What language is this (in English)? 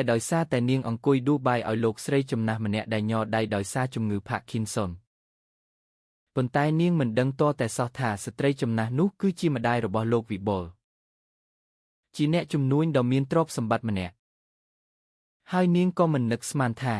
Khmer